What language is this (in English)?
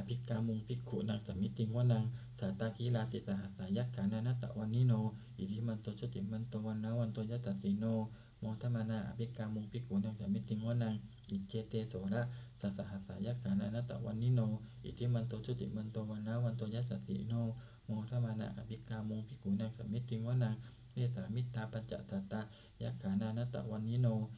Pali